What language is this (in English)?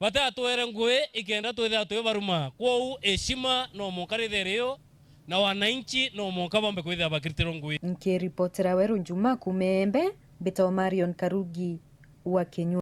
Meru